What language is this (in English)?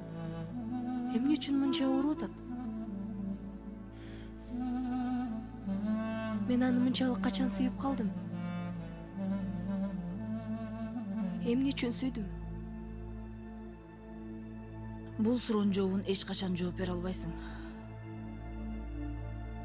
Kyrgyz